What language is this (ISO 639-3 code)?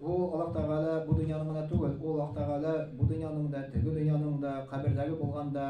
tat